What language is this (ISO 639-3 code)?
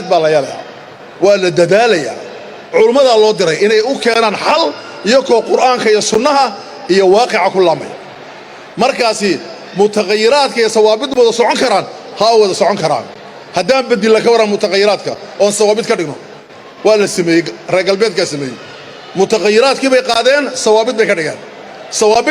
som